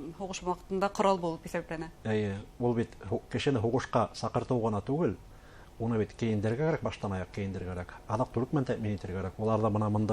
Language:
Bashkir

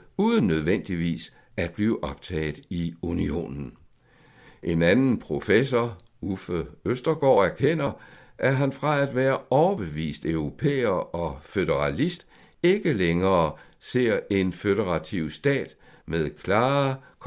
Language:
Danish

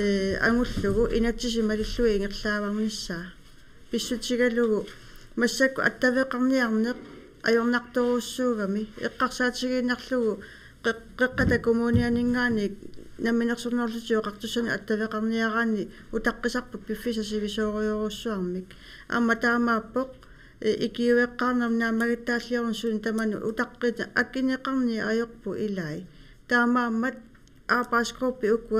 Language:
Kalaallisut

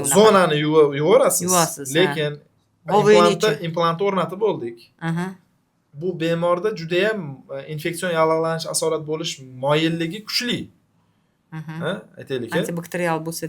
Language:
Uzbek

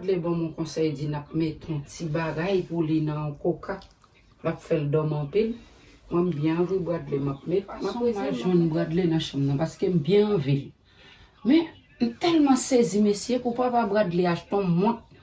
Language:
Haitian Creole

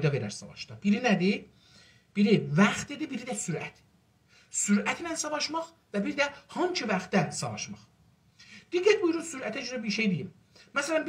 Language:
South Azerbaijani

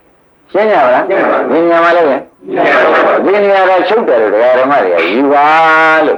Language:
Burmese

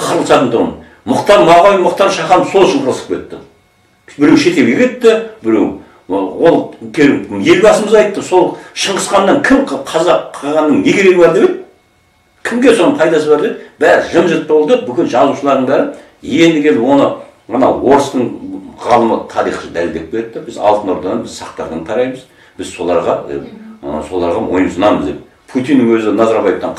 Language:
Kazakh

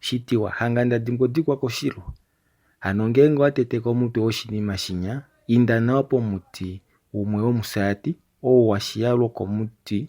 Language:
Kuanyama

